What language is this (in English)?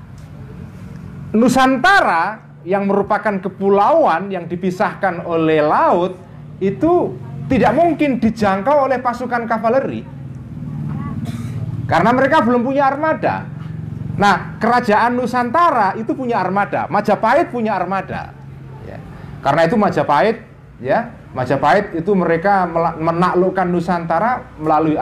Indonesian